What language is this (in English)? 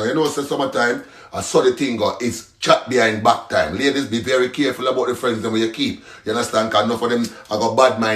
Jamaican Creole English